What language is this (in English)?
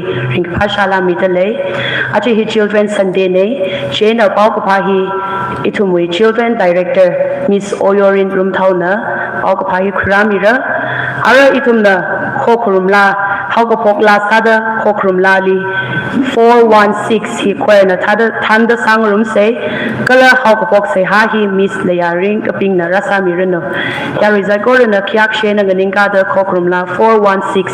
Tangkhul Naga (India)